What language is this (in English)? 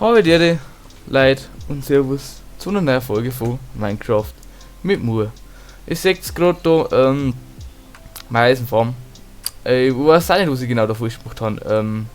Bavarian